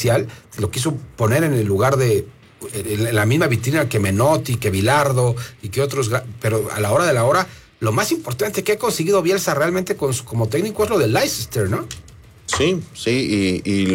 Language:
Spanish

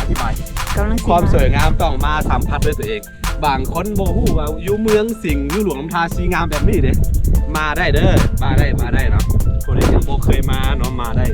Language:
Lao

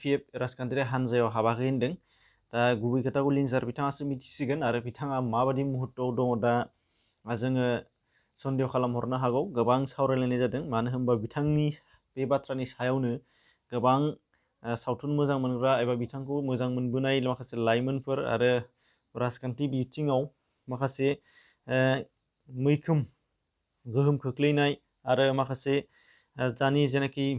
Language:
Bodo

